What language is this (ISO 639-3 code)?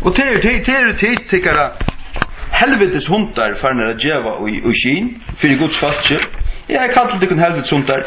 fao